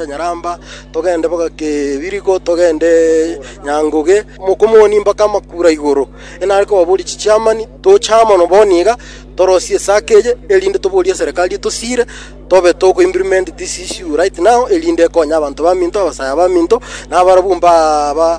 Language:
Gusii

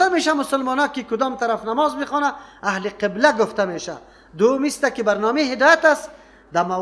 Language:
Persian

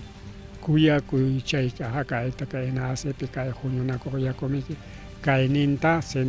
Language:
Ayacucho Quechua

